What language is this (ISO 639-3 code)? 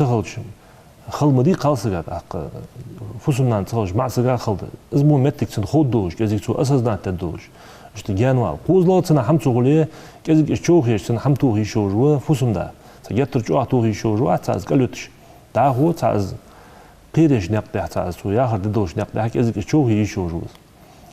inh